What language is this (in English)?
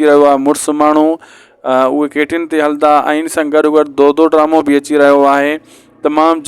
Sindhi